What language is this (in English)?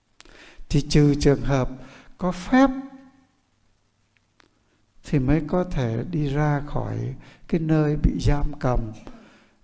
Vietnamese